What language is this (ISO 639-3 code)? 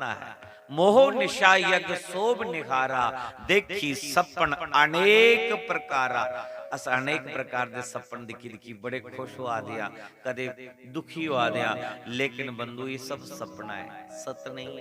doi